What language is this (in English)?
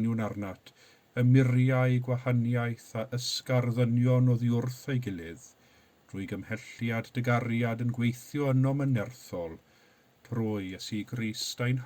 Welsh